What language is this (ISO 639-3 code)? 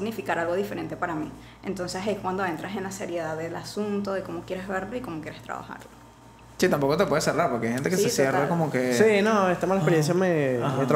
spa